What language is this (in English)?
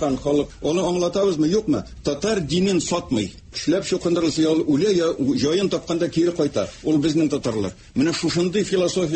Tatar